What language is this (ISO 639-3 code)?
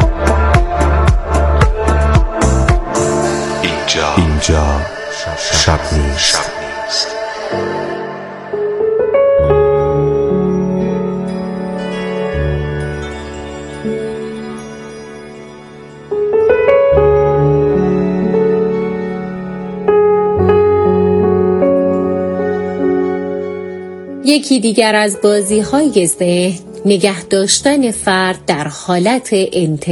fas